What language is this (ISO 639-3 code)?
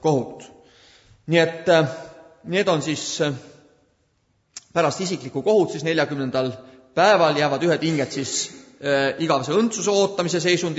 est